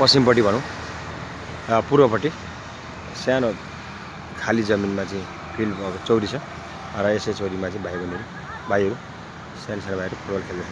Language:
Nepali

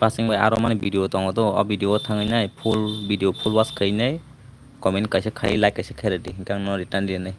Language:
Kok Borok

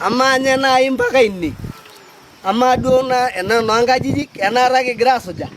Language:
Masai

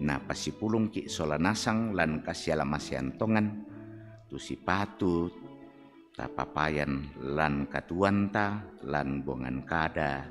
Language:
Toraja-Sa'dan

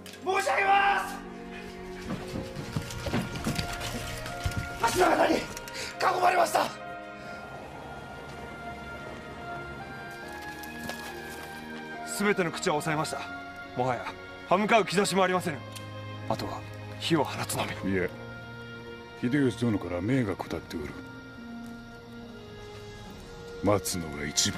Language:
Japanese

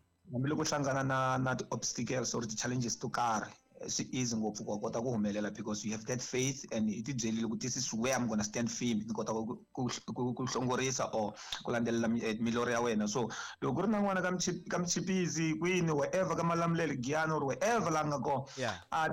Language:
Tsonga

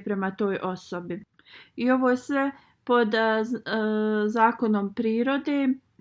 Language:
Bosnian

